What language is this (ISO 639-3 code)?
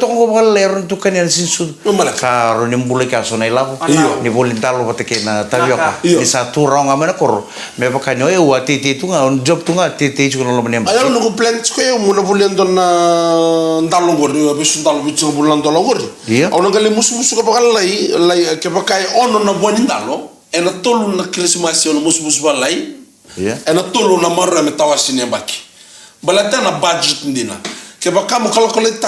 fij